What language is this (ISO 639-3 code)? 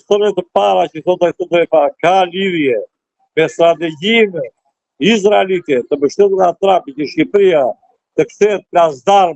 sqi